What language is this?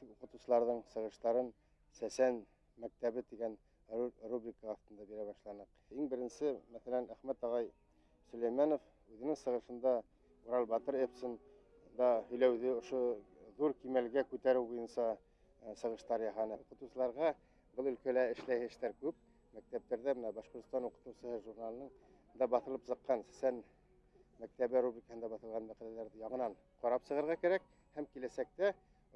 Bashkir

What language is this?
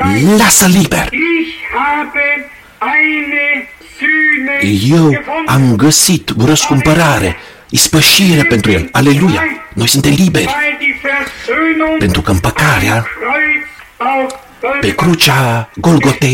Romanian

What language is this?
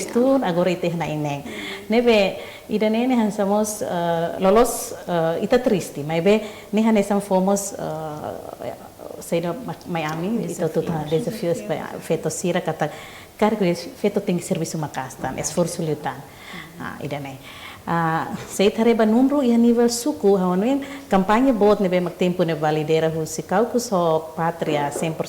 Tetum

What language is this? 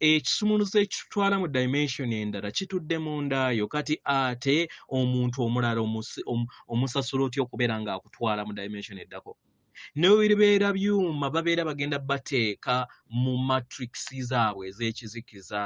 Ganda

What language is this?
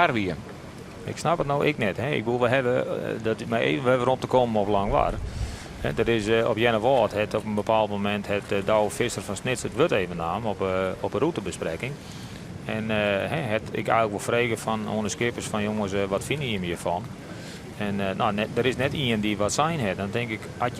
Western Frisian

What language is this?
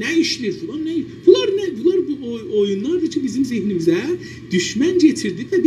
South Azerbaijani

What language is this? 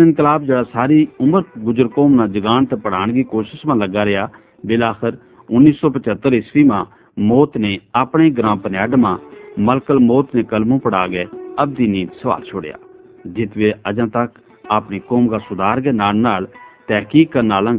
Gujari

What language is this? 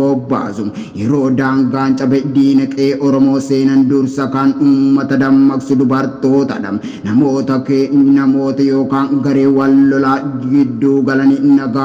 Oromo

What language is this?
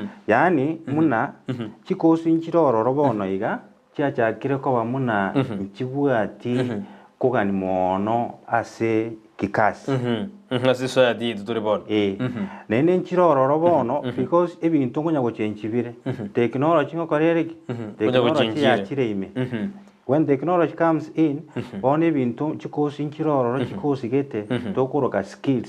Gusii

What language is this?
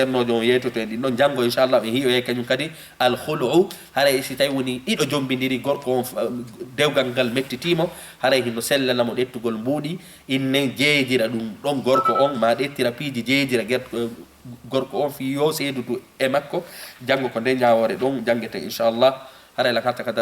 Fula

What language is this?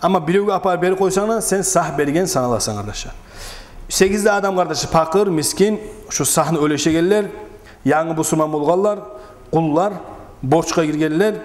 Kumyk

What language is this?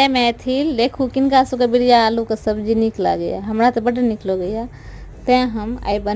Maithili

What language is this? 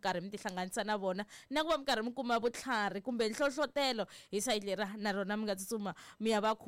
Tsonga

